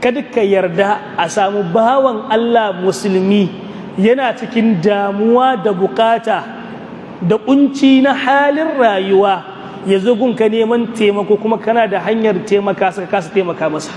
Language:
Hausa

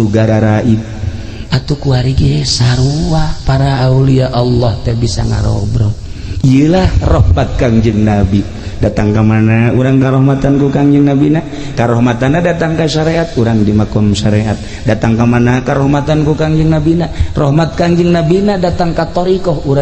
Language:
Sundanese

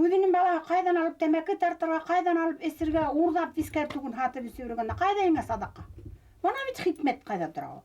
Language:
Bashkir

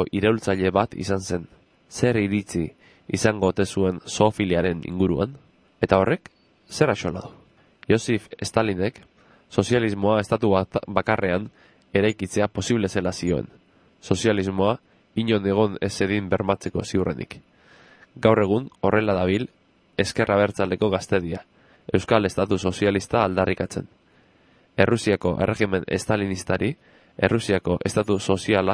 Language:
Basque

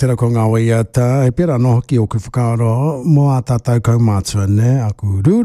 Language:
Māori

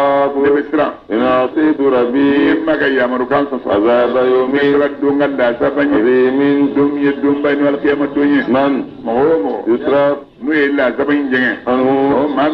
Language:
Bambara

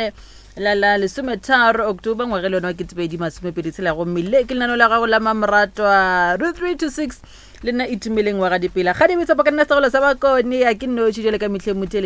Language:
Northern Sotho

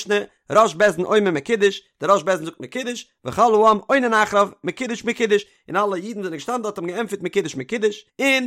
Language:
Yiddish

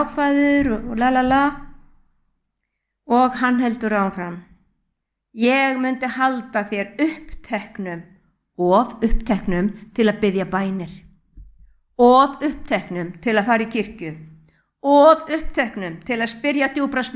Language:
Icelandic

